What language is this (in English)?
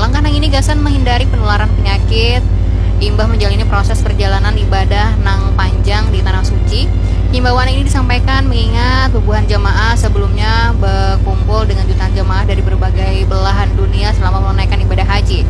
Banjar